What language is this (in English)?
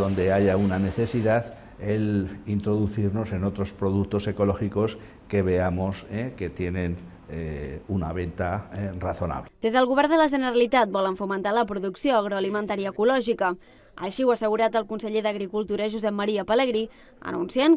Catalan